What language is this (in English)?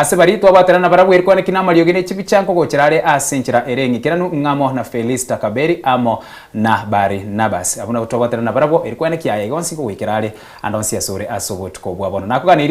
Gusii